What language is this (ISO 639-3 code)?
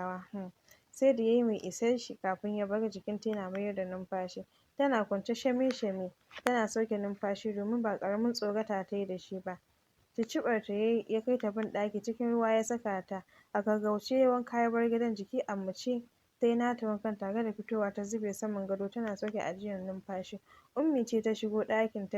hau